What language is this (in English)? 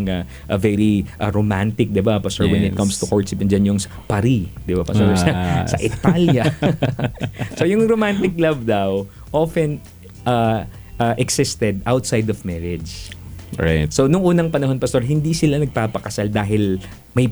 Filipino